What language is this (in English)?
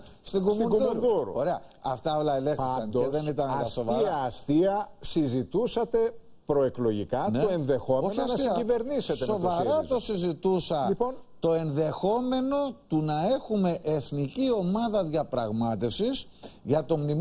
Greek